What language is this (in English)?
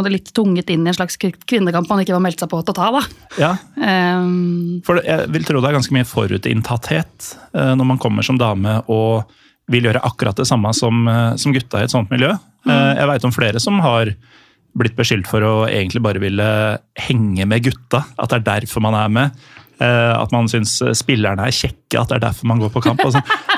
Norwegian